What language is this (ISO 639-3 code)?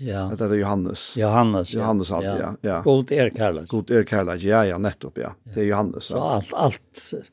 fao